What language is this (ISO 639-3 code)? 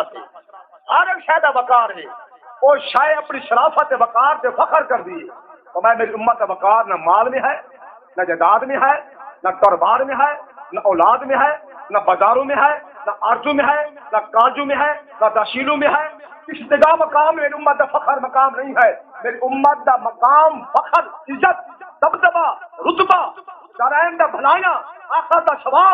skr